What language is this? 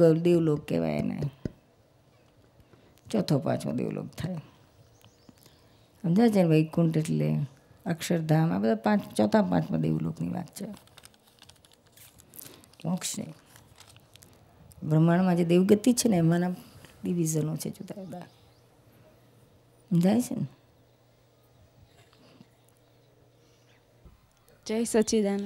Gujarati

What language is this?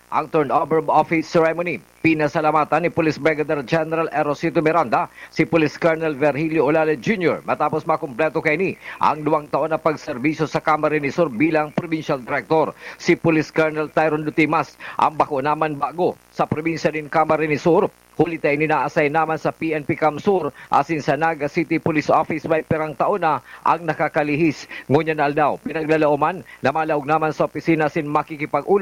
Bikol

